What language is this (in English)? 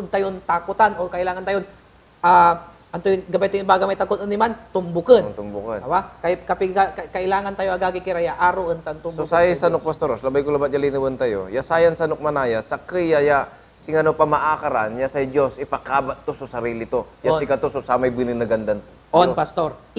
Pangasinan